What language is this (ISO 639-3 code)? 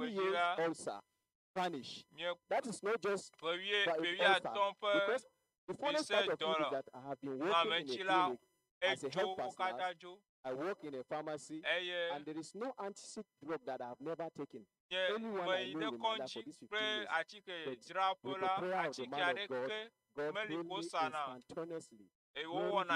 ewe